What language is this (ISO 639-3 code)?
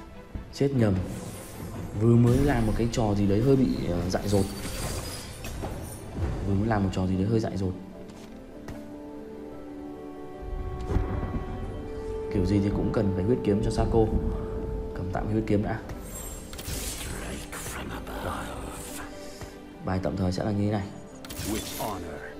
vie